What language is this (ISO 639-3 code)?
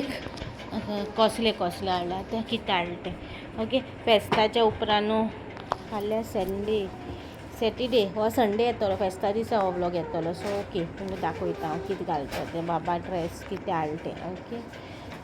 kok